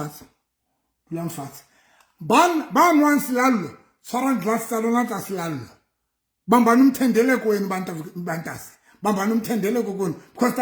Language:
Southern Sotho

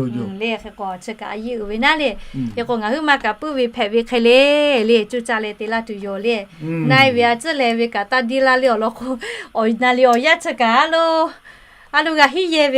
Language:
Lahu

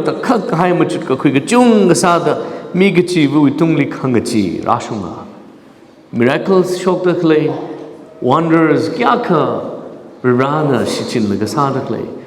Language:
Tangkhul Naga (India)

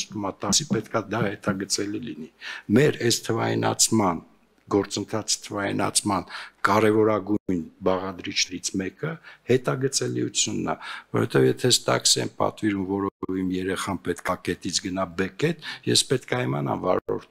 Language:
Armenian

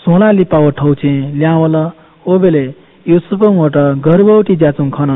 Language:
Newari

